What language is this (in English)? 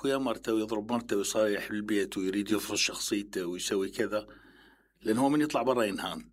Mesopotamian Arabic